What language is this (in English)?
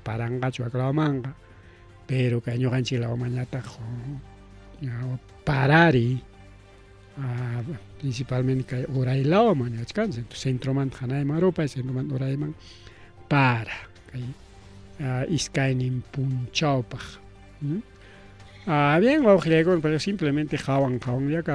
Ayacucho Quechua